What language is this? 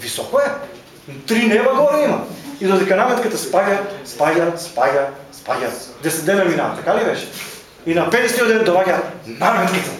Macedonian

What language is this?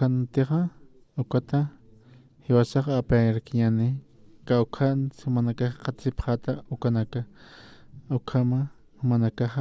Aymara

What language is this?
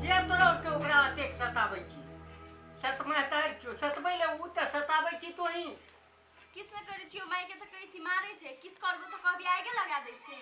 Maithili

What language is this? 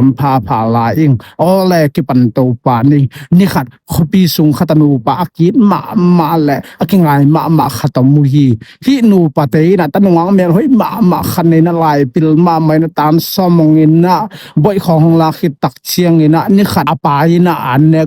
Tedim Chin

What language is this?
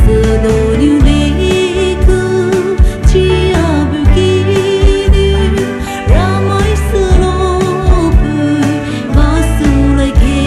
Poumei Naga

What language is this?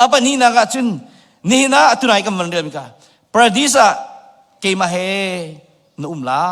Hakha Chin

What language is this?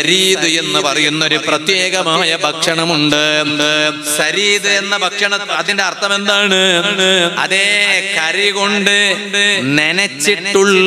Malayalam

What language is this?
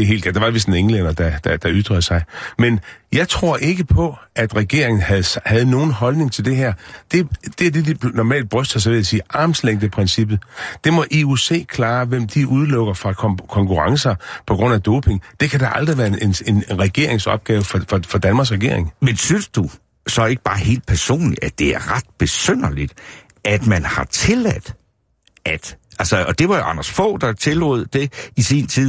Danish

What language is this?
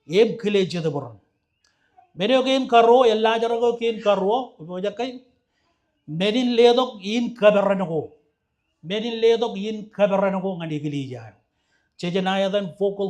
Marshallese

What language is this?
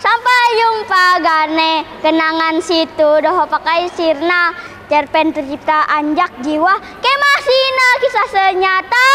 Banjar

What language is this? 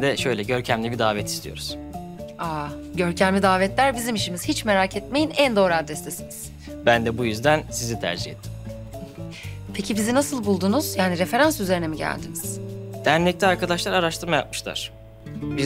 Turkish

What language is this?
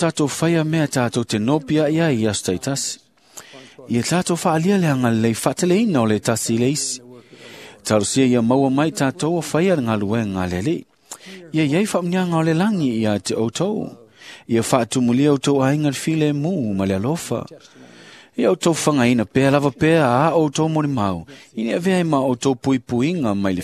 Samoan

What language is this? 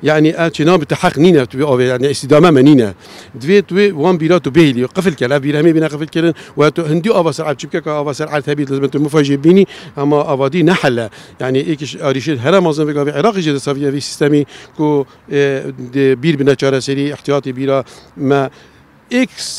Kurdish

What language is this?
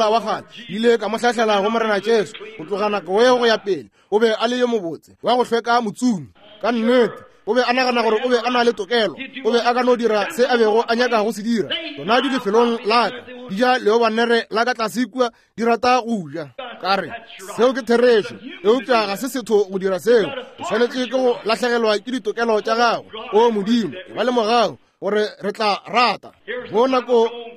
Northern Sotho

